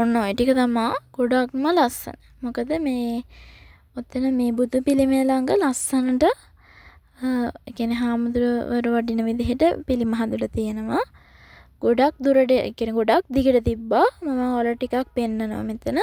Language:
Sinhala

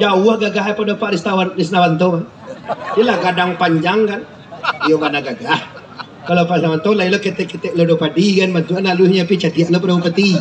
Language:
Minangkabau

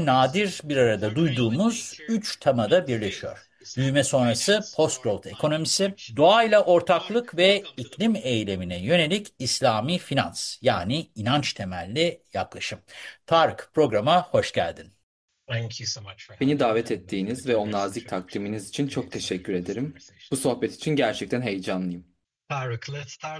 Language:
Turkish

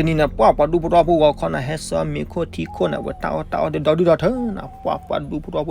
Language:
S'gaw Karen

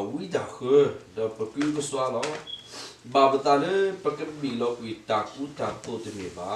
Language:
S'gaw Karen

